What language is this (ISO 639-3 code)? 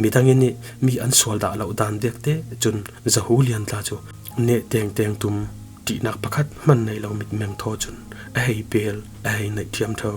cfm